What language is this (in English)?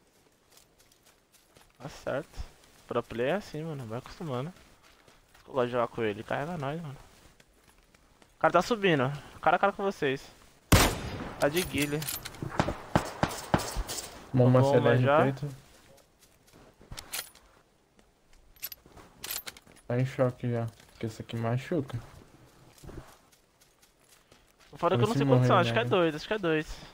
Portuguese